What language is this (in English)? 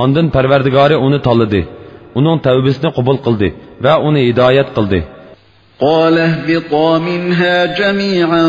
Uyghur